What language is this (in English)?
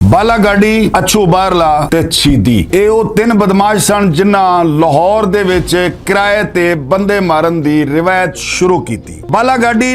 Western Panjabi